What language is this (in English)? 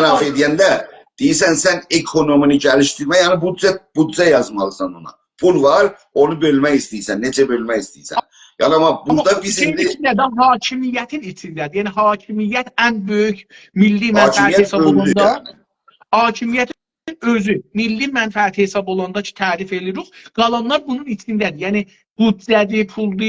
South Azerbaijani